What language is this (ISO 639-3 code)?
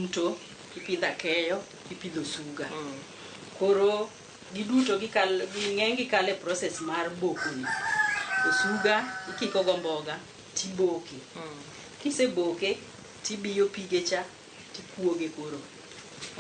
luo